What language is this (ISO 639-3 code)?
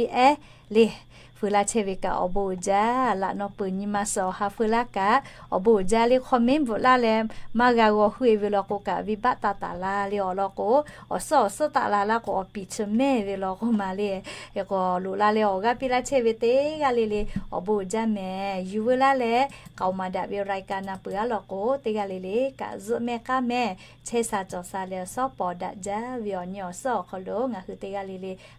lhu